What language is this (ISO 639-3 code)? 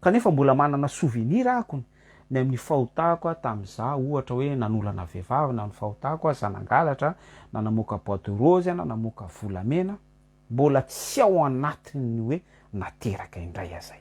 mlg